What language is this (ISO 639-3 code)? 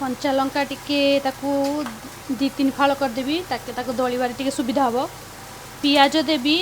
ori